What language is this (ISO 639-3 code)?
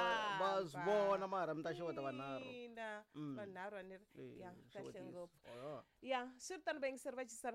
tso